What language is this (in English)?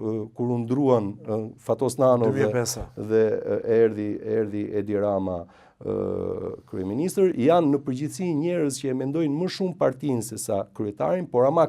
Albanian